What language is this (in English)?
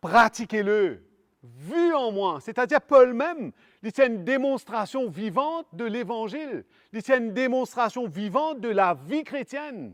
Morisyen